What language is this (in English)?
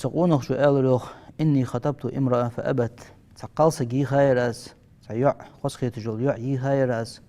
Ingush